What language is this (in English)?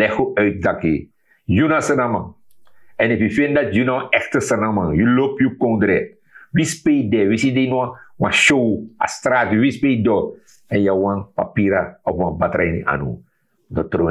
Sranan Tongo